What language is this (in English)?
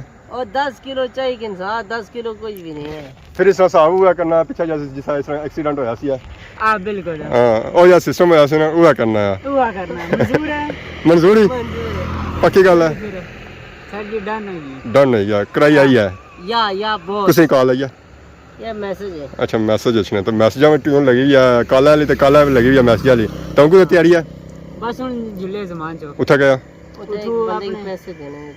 Pahari-Potwari